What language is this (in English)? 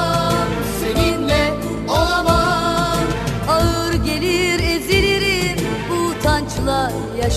Turkish